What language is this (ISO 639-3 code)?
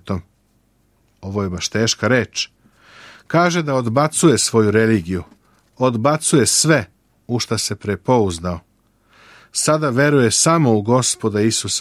srp